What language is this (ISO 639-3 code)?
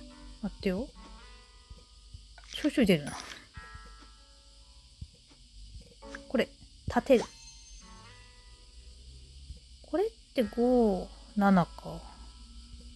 jpn